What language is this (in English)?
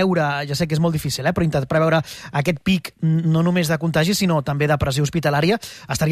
Catalan